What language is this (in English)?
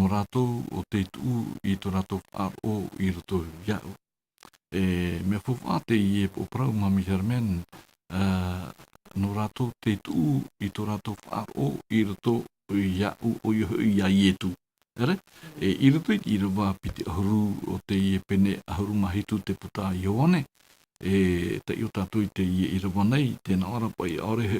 Tahitian